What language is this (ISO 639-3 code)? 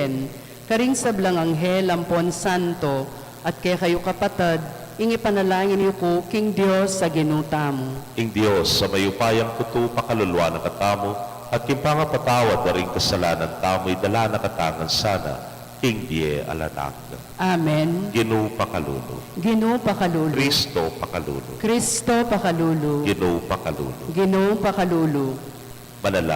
pam